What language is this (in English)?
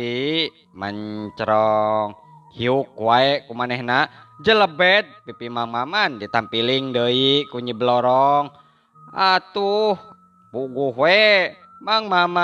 Sundanese